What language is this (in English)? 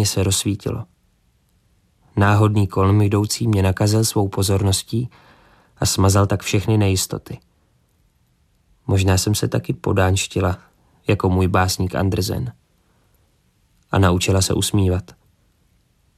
Czech